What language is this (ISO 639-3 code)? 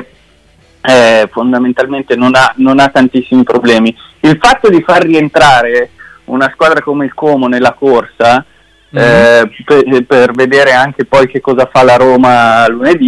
ita